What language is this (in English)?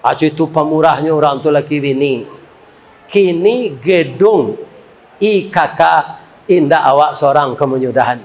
Minangkabau